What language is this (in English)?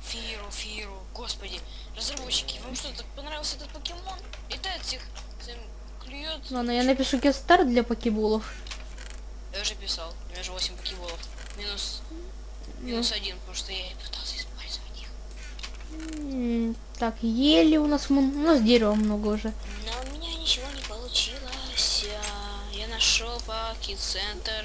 Russian